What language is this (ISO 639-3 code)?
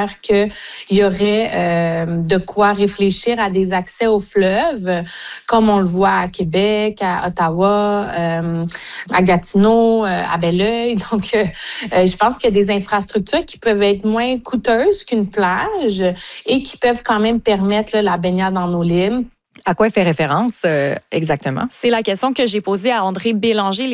fra